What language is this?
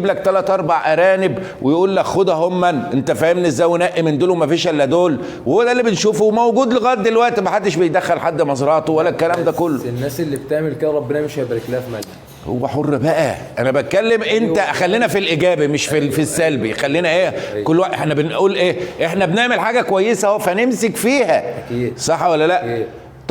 Egyptian Arabic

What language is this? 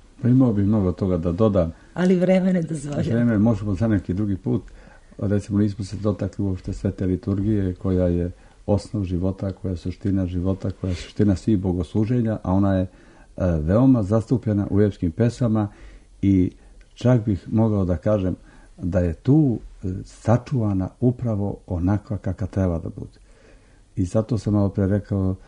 Serbian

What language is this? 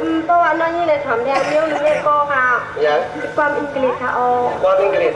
Shan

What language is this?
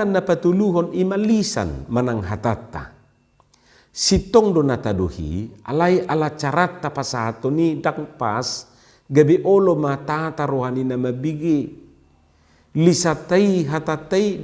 Batak Toba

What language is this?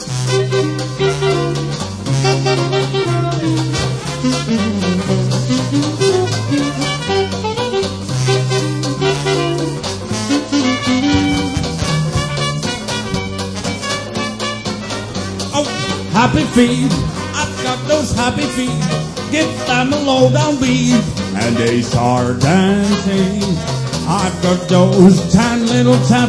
English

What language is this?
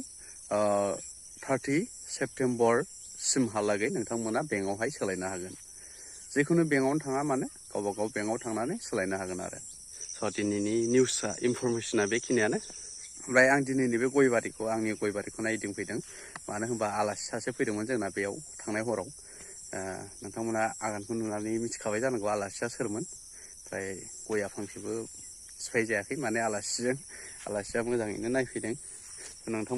Bodo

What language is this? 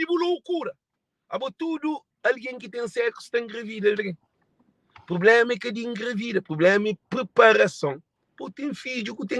Kabuverdianu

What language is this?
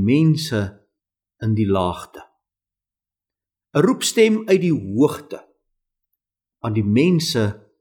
Afrikaans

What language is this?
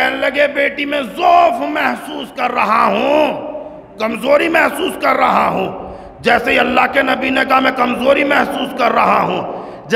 Urdu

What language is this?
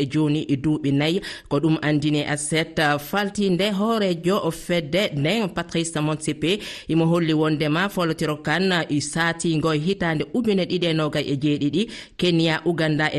Fula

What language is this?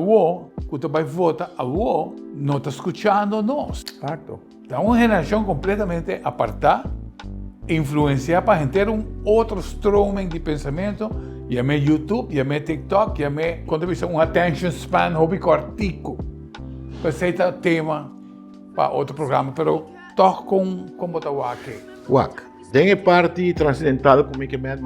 Papiamento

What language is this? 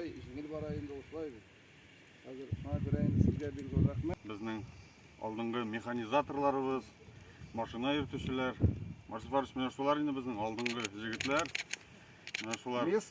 Tatar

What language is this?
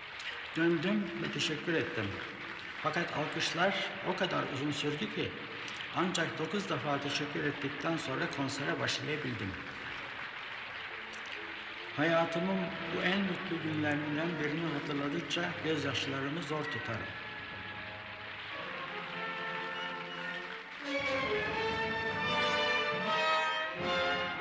Turkish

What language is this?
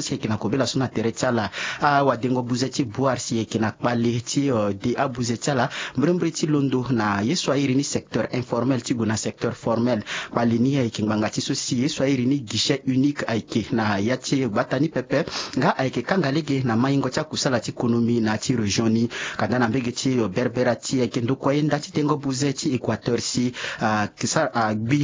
Sango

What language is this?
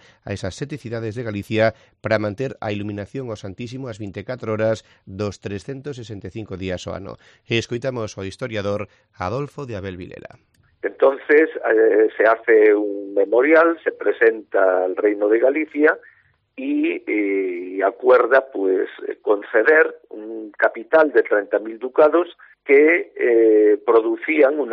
Galician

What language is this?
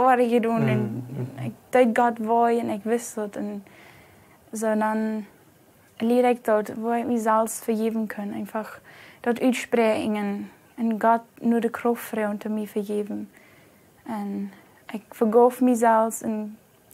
Plautdietsch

